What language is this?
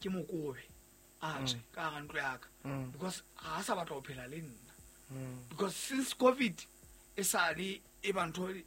Southern Sotho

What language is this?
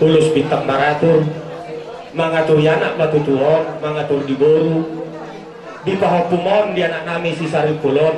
Batak Toba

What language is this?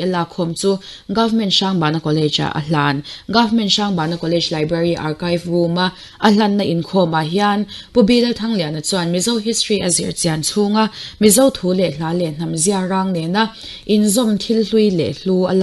Mizo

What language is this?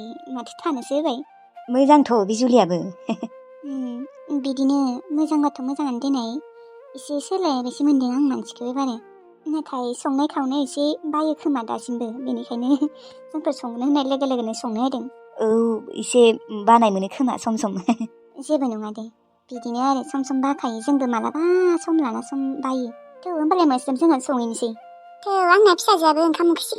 Bodo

